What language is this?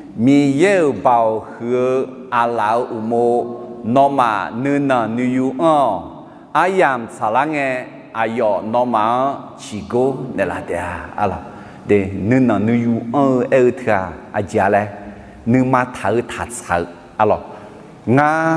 Akha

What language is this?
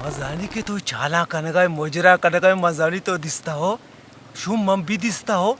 Baluchi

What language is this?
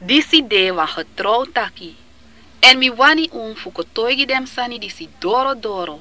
Sranan Tongo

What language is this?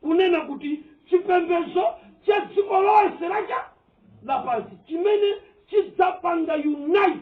Nyanja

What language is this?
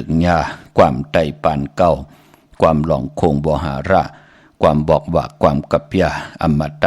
Shan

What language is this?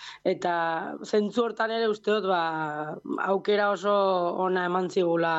Basque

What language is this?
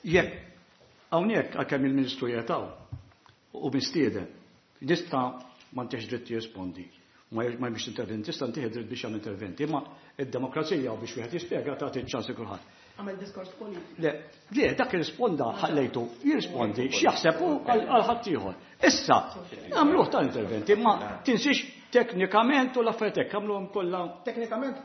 Maltese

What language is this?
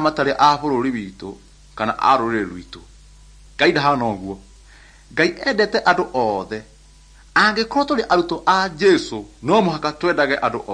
Kikuyu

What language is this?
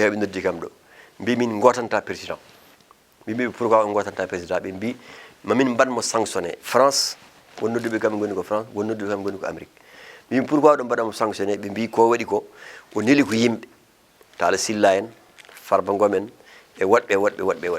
Fula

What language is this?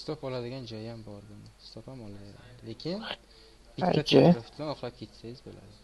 Uzbek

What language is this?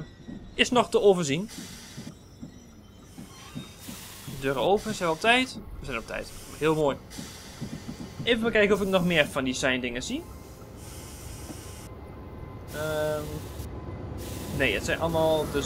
Dutch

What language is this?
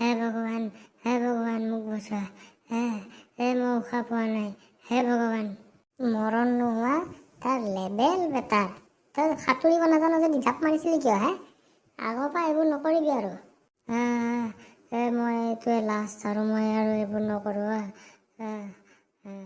Assamese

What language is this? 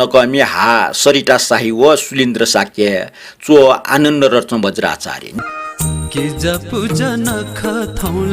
Newari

